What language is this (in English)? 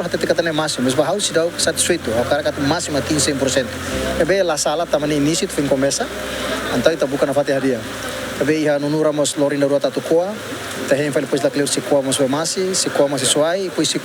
Tetum